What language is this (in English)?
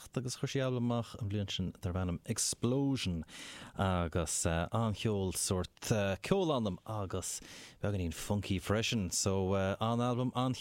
Irish